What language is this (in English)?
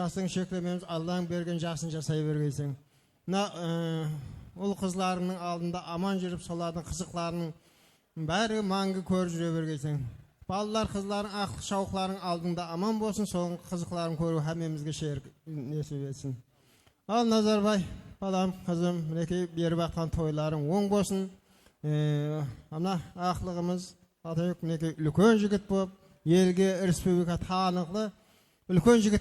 Kara-Kalpak